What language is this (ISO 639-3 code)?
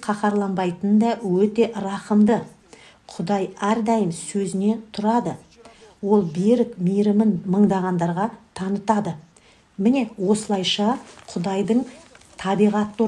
kaz